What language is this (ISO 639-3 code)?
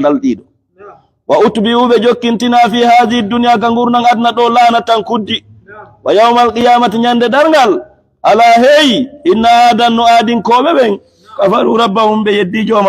ful